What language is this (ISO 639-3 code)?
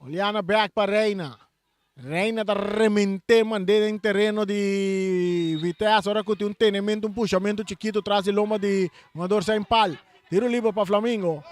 pap